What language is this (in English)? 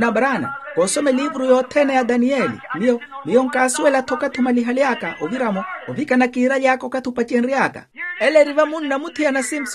Makhuwa